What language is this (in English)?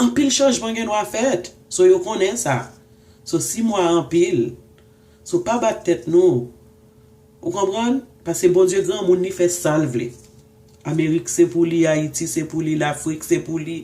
Haitian Creole